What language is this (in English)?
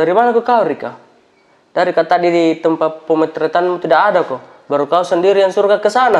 Makassar Malay